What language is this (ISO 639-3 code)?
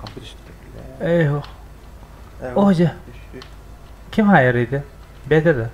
sah